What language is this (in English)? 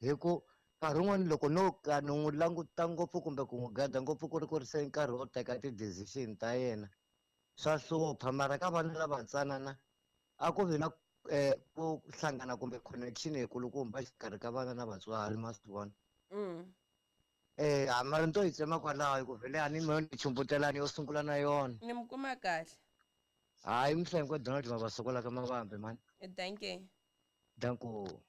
Tsonga